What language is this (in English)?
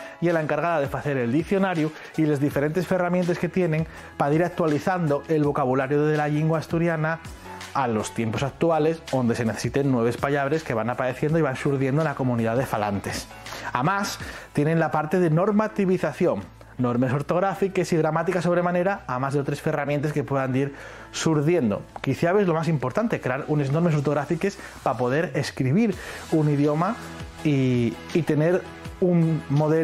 Asturian